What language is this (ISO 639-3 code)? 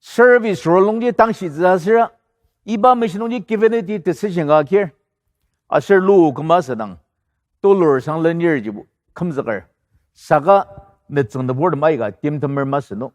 njo